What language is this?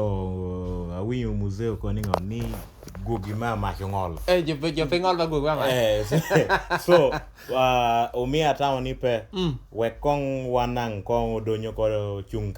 Lango (Uganda)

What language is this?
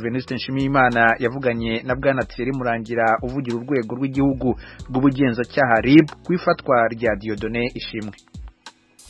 Kinyarwanda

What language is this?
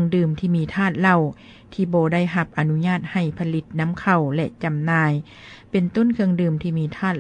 Lao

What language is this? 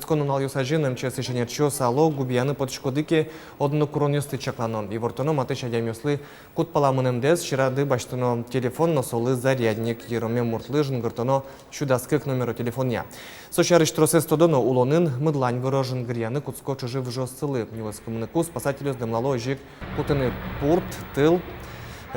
Udmurt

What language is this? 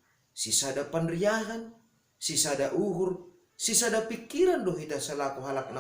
Batak Simalungun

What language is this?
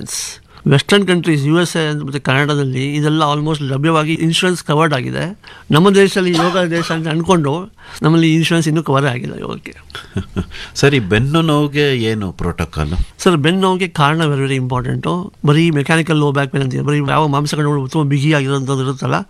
Kannada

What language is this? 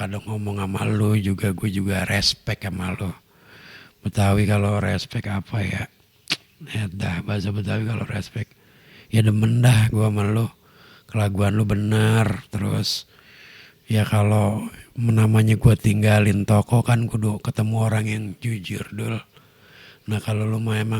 Betawi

